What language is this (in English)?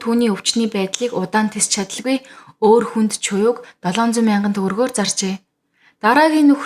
Mongolian